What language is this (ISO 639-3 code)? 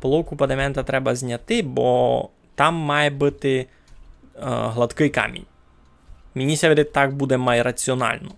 rue